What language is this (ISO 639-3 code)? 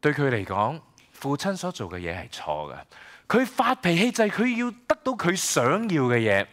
yue